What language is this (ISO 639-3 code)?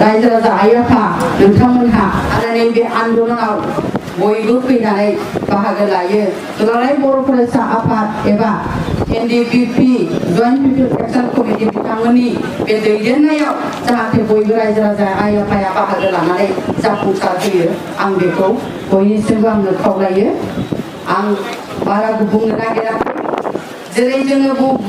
brx